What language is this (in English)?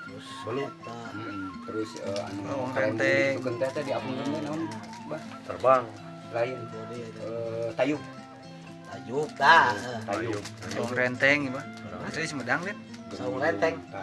Sundanese